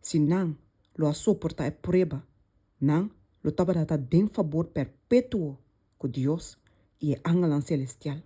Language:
Papiamento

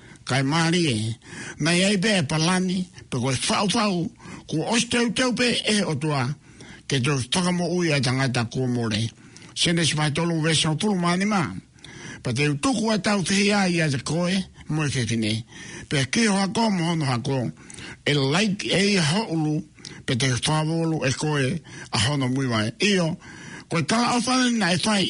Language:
Tongan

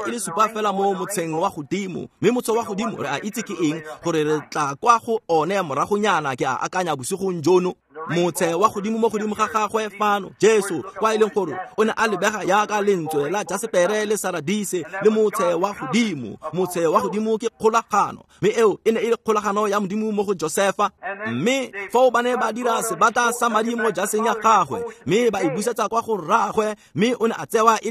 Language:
Tswana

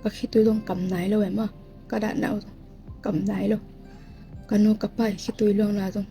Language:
Tedim Chin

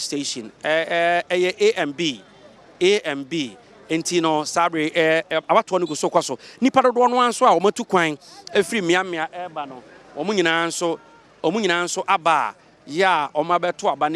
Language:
Akan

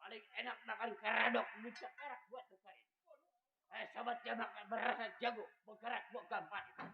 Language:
Betawi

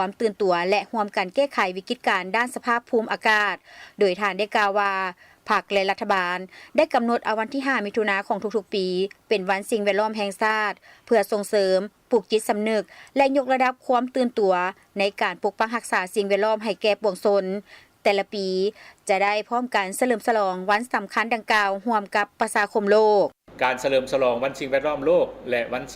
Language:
Lao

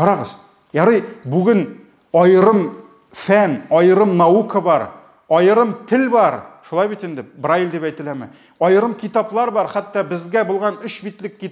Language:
Tatar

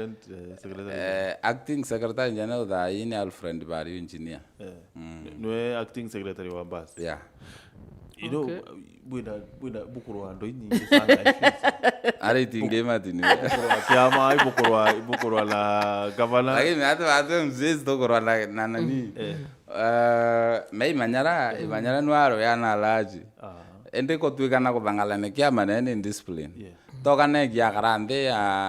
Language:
Meru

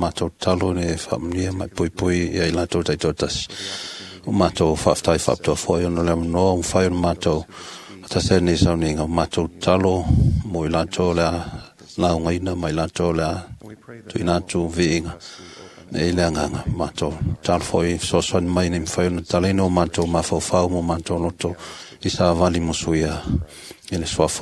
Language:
Samoan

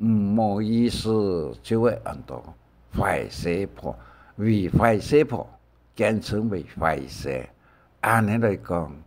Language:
Hakka Chinese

